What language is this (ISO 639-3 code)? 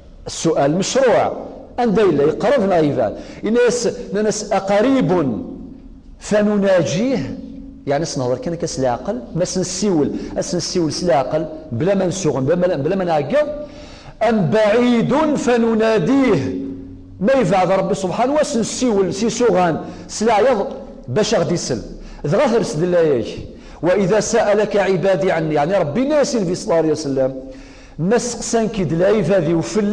kab